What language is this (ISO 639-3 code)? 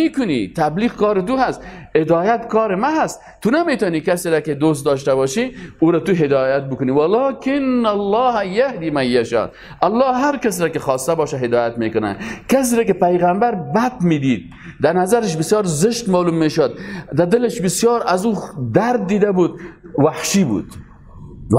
fas